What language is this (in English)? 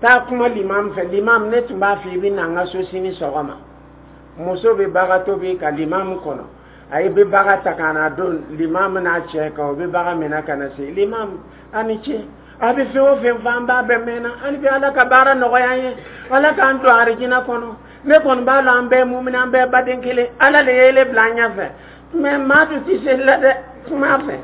Dyula